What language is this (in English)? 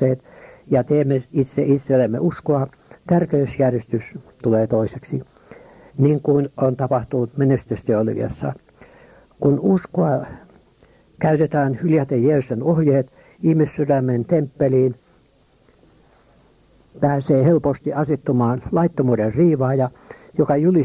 Finnish